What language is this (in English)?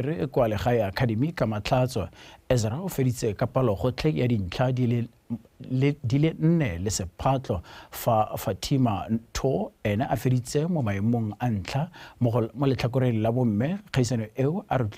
Tswana